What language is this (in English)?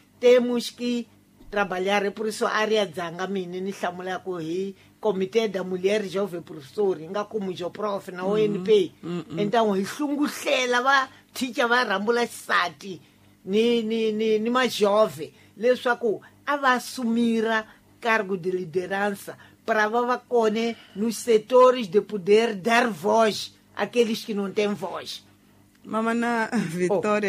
Tsonga